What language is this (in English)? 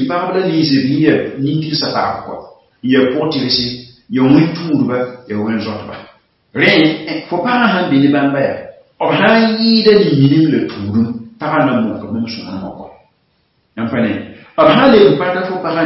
Mossi